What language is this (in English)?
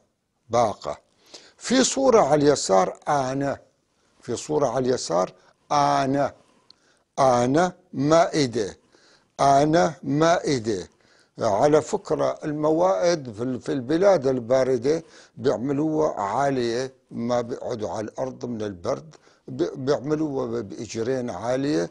North Levantine Arabic